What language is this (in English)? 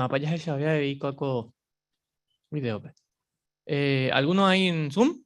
Guarani